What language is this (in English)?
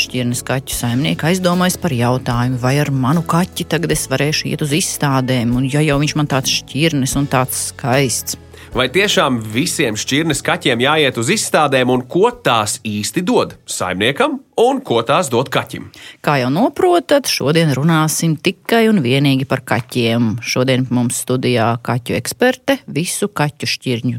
Latvian